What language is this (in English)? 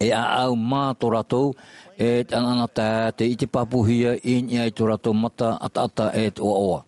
Tahitian